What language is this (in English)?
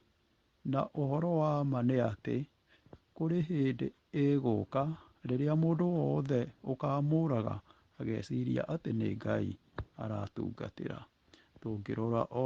Kikuyu